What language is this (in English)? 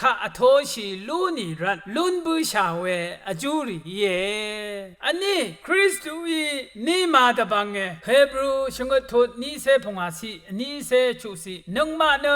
Rawang